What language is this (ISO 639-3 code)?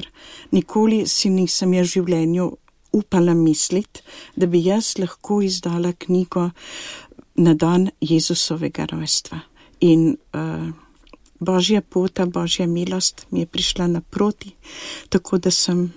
slv